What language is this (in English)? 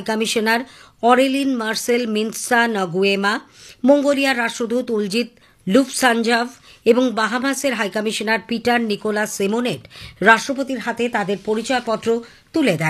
Bangla